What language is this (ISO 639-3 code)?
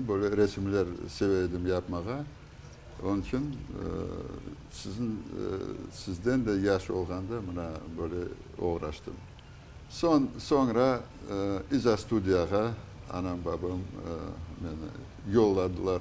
crh